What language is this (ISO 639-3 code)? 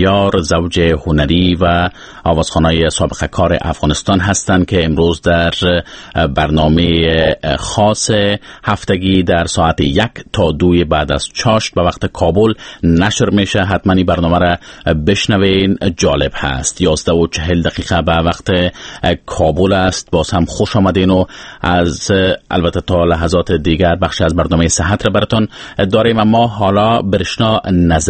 fas